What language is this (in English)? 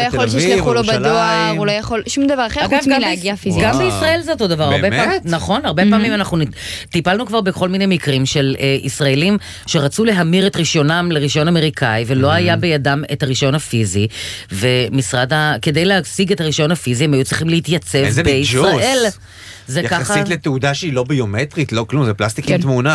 Hebrew